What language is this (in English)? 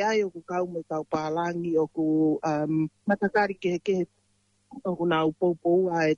Tongan